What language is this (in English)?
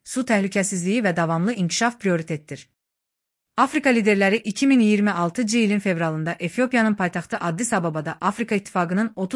Azerbaijani